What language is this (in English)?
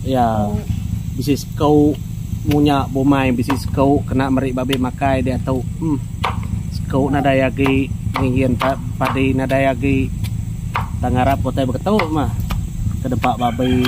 Iban